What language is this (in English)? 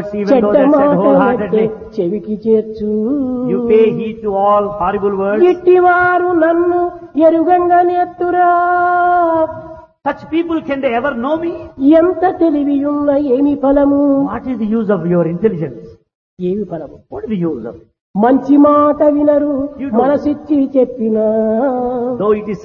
Telugu